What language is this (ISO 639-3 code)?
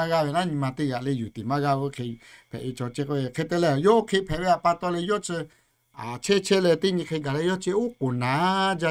lhu